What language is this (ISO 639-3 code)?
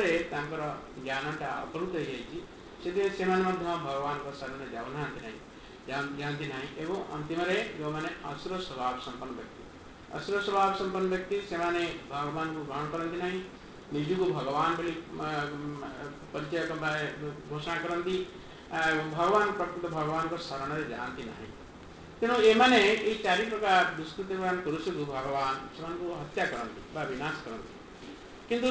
ori